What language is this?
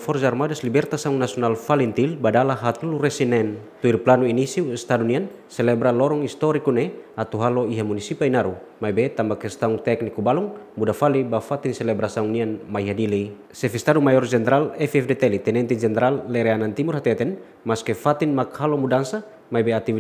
Tetum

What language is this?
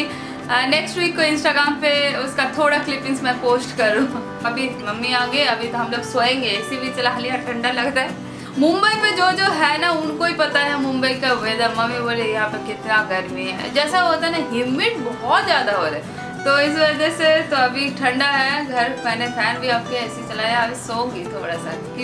Hindi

